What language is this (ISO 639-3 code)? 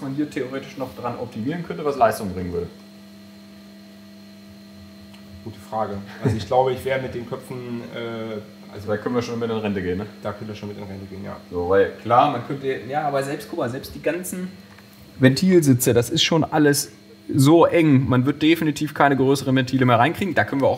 deu